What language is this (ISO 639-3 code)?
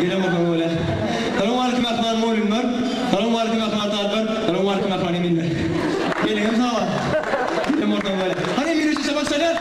tuk